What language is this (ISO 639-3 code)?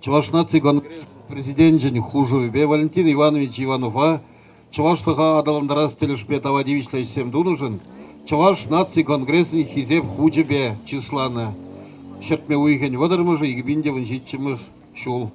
chv